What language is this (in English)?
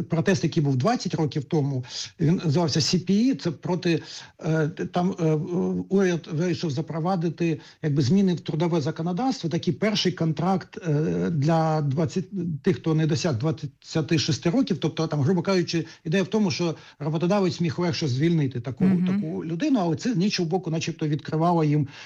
Ukrainian